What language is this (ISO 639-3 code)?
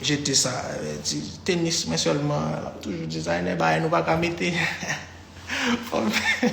hat